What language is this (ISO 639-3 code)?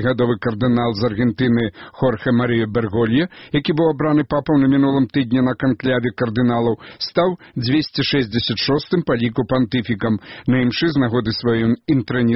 bel